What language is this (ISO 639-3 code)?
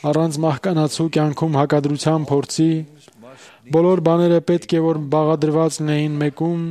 hye